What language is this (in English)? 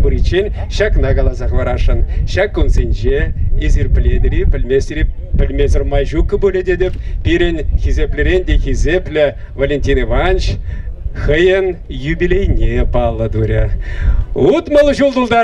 Chuvash